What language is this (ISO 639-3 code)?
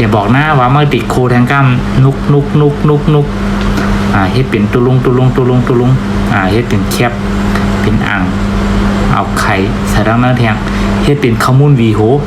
shn